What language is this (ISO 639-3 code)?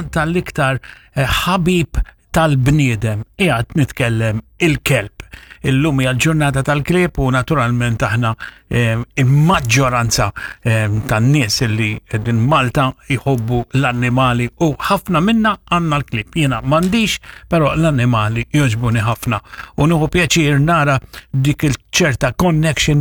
mlt